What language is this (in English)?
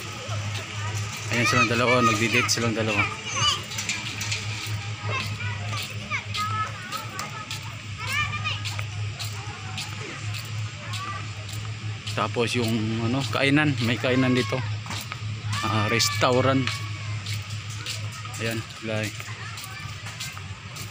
Filipino